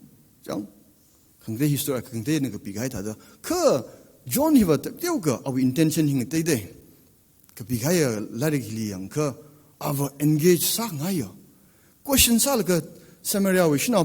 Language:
Tangkhul Naga (India)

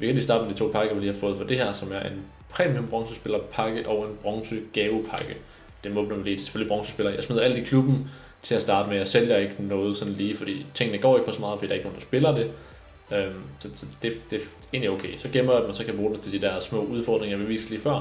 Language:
Danish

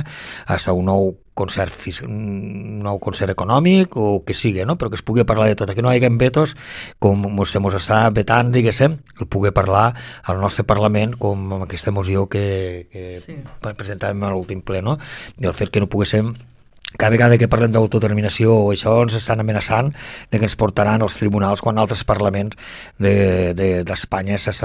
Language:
Catalan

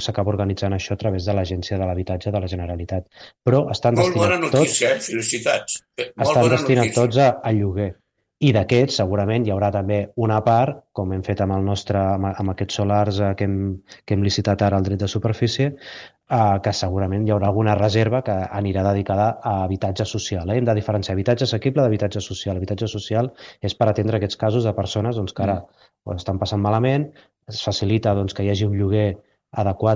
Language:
Catalan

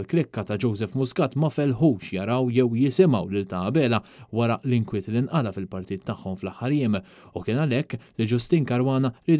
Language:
Maltese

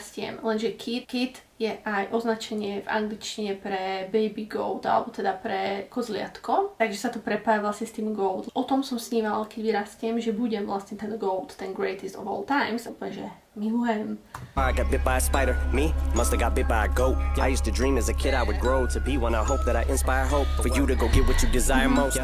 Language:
Slovak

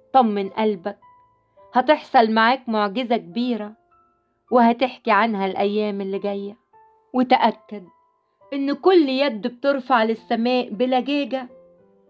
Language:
Egyptian Arabic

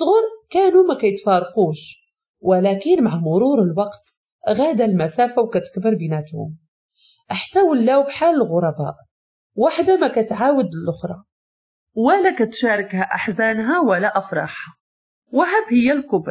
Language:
Moroccan Arabic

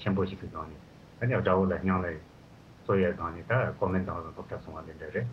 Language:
Tibetan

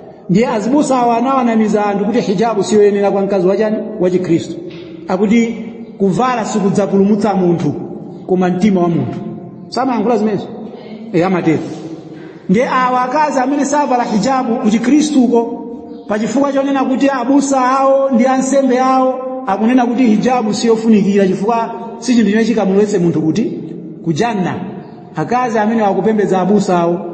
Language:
Nyanja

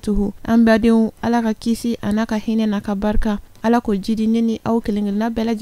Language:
Bambara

